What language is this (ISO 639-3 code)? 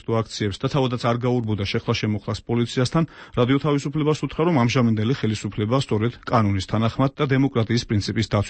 kat